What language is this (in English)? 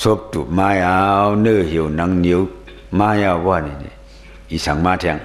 Shan